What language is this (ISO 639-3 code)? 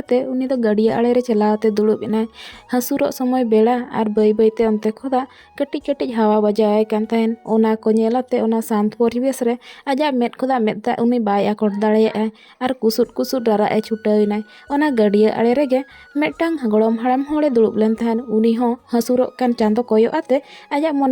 sat